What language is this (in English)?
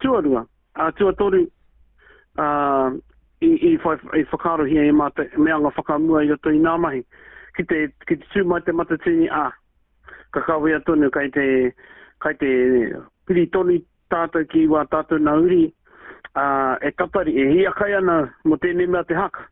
Māori